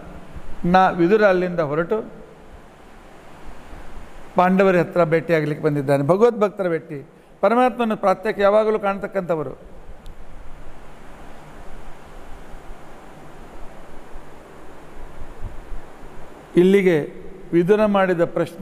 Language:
Kannada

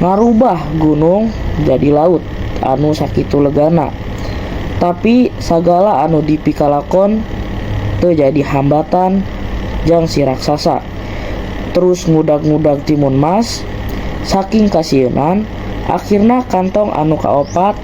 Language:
Sundanese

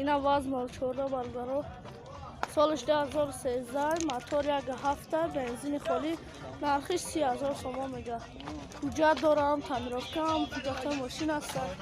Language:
Tajik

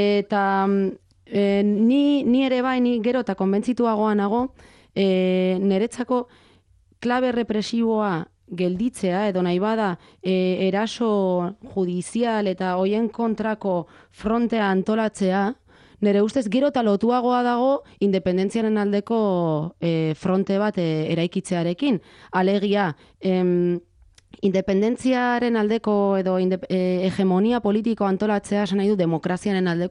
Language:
Basque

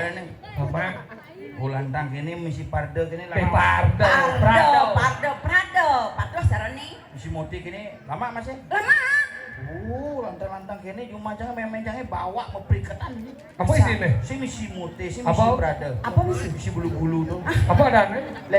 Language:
Balinese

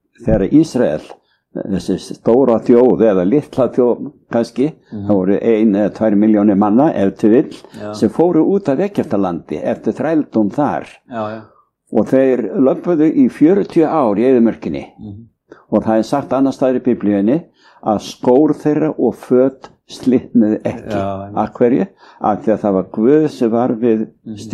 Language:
Icelandic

